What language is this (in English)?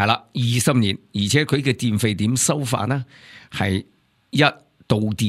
Cantonese